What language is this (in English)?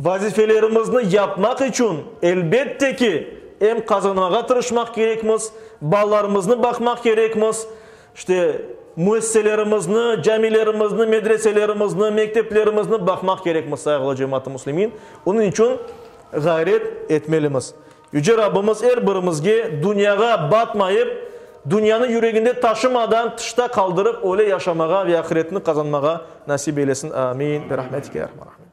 Crimean Tatar